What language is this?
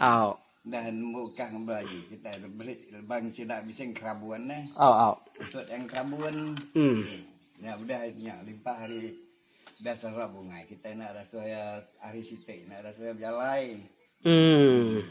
Iban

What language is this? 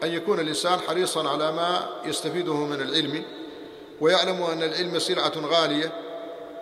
Arabic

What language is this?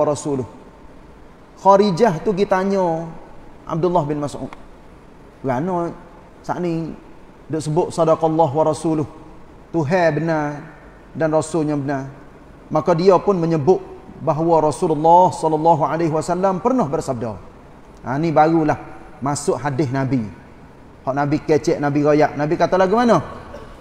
Malay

